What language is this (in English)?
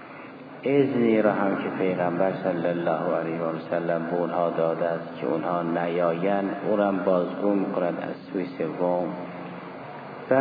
Persian